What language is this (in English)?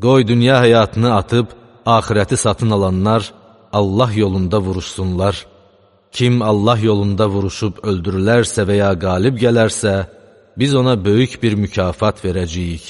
Azerbaijani